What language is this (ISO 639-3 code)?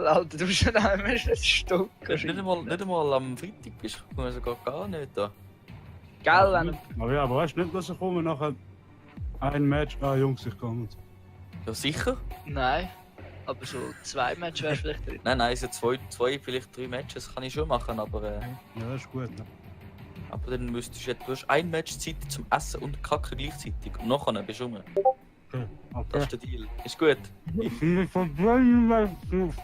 gsw